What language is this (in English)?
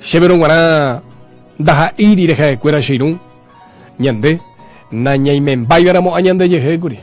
Guarani